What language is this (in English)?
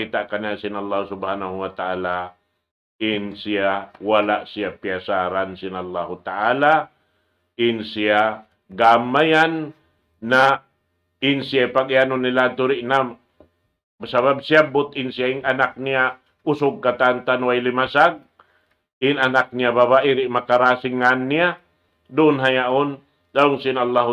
Tausug